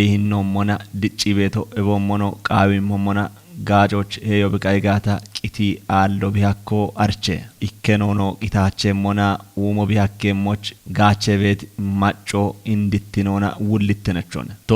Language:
Kafa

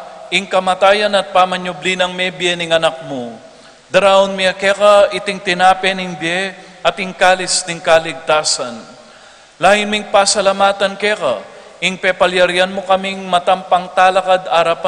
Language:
Pampanga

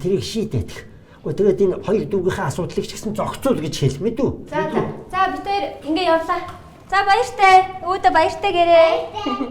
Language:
Mongolian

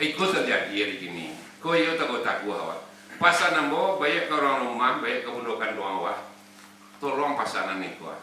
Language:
Minangkabau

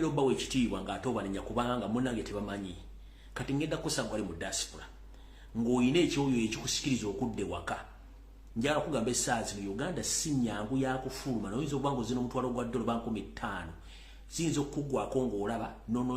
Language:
Ganda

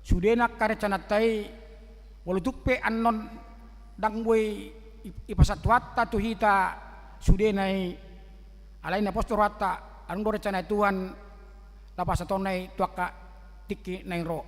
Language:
Batak Toba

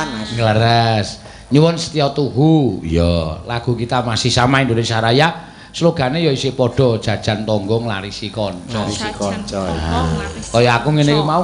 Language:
Javanese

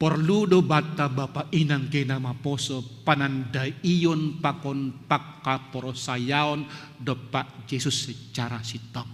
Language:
Batak Simalungun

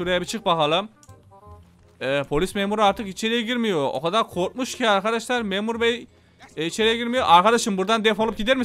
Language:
Turkish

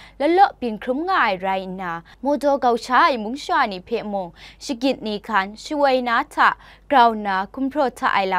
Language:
Kachin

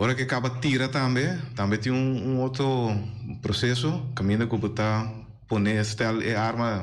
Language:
Papiamento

